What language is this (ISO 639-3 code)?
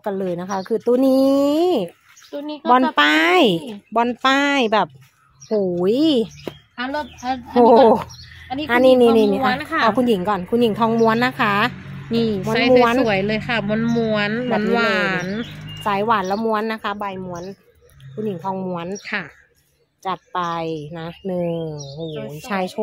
tha